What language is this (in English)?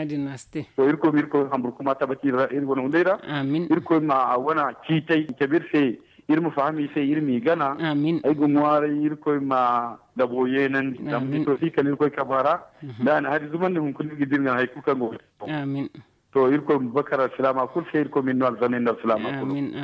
Zarma